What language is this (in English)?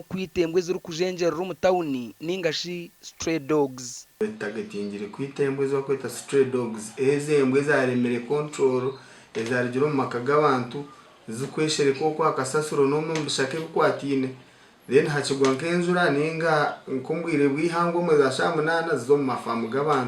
Nyankole